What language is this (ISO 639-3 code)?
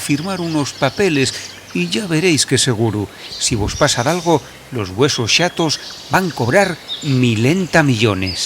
ast